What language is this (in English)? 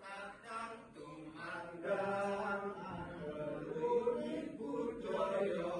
Javanese